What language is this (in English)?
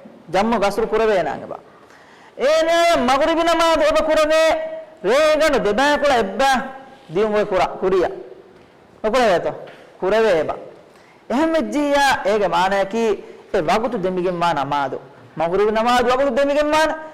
Divehi